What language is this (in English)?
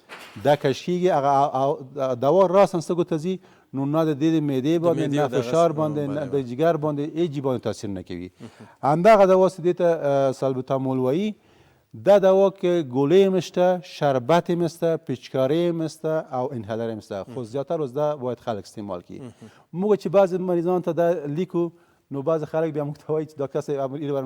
Pashto